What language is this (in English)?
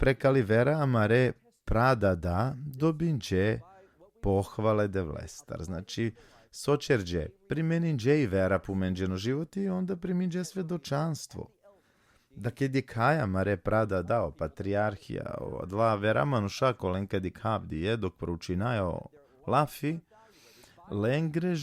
Balkan Romani